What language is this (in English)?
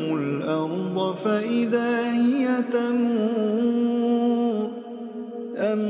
Arabic